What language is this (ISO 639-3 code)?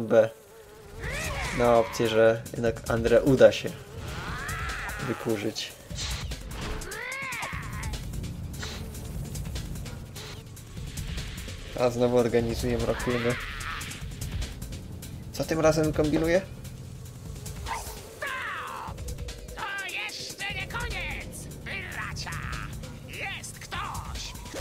pol